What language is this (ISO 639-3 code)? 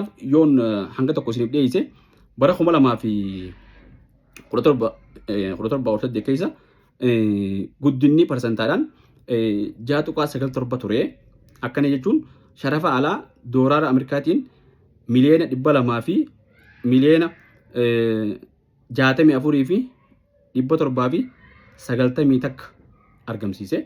orm